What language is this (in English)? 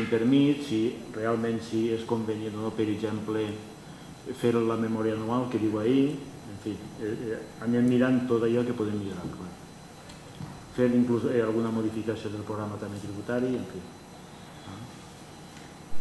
Catalan